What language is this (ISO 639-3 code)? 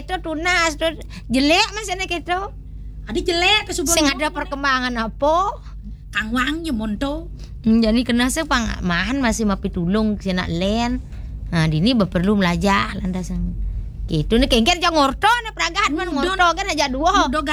ban